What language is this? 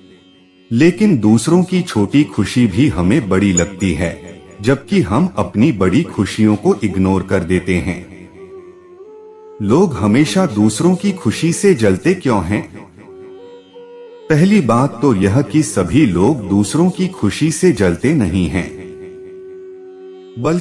Hindi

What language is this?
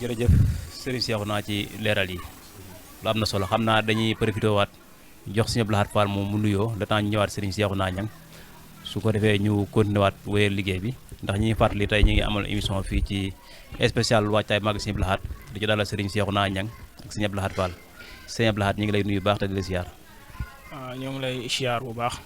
Wolof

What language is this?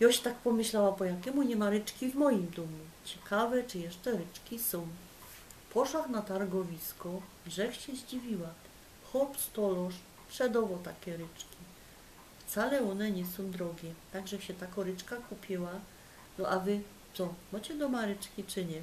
Silesian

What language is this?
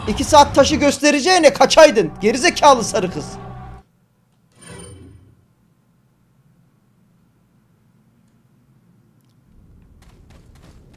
Turkish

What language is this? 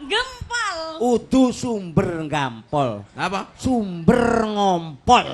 Javanese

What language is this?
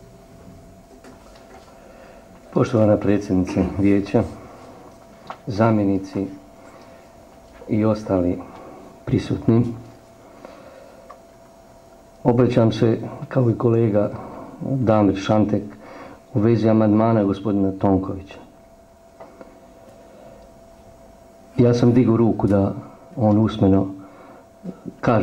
Croatian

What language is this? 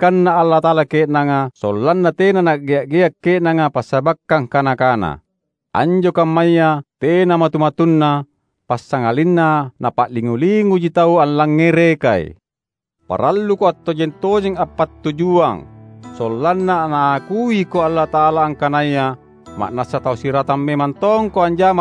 Makasar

